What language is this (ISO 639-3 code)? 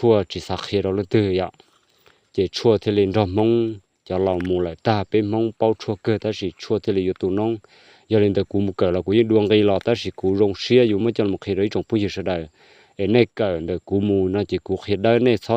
hmn